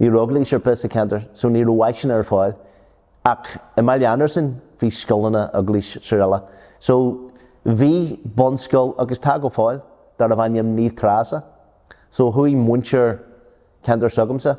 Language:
Irish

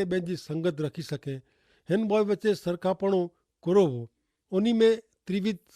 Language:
Kachhi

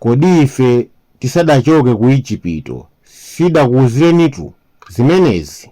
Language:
Nyanja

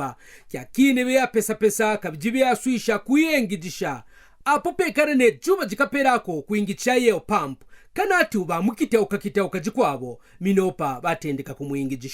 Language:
Kaonde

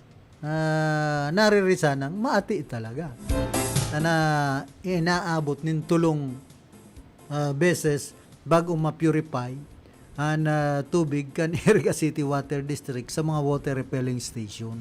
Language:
Bikol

